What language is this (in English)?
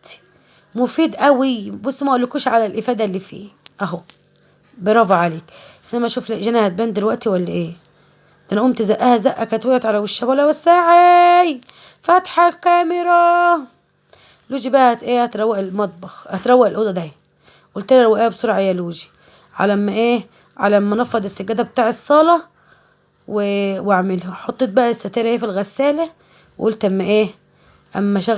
Egyptian Arabic